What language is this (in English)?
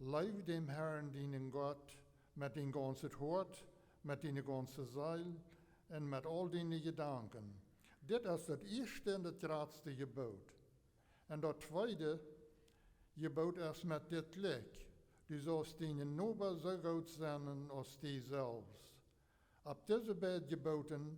Plautdietsch